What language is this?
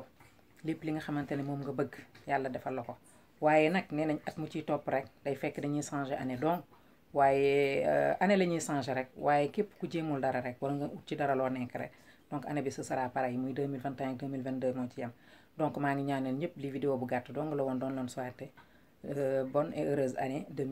Wolof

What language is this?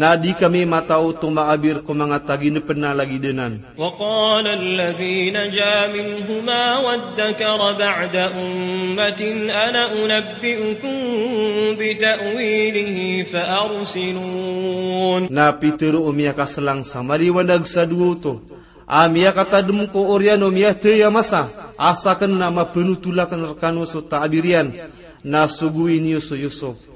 Maranao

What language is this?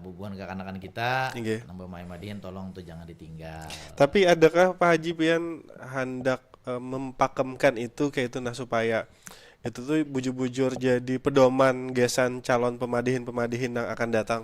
Banjar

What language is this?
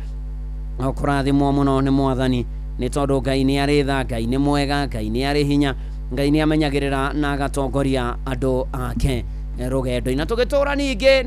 Kikuyu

